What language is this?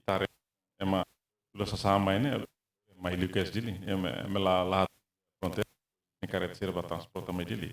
Tetum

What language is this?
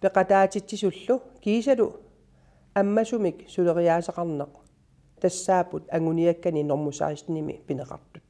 Kalaallisut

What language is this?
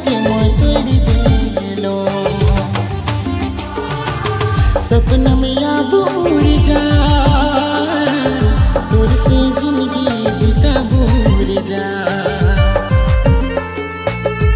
Sadri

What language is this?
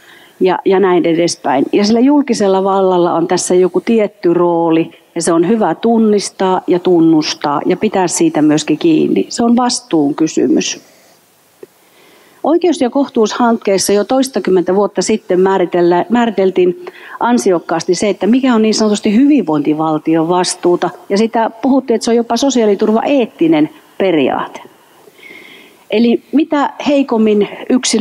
Finnish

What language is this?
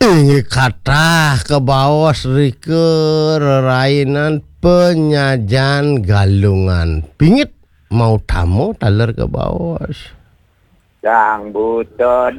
Balinese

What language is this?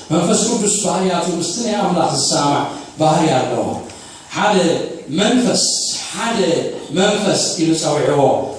Tigrinya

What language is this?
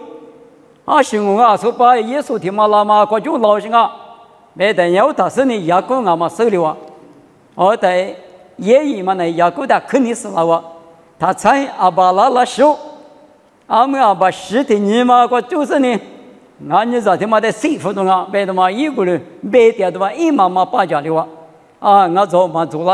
Lisu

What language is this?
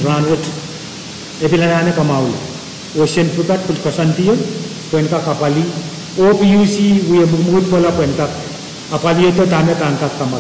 Pohnpeian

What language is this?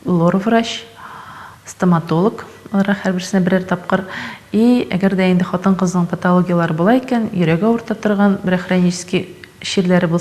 Tatar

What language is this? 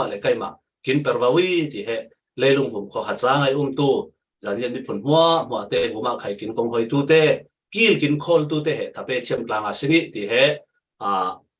Falam Chin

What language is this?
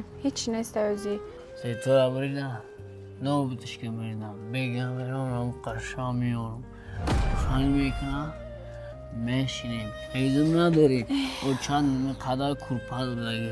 Tajik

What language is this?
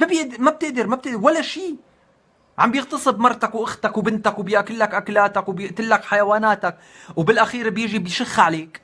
North Levantine Arabic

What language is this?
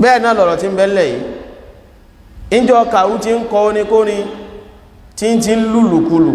Yoruba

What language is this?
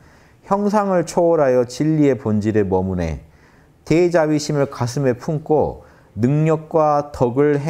Korean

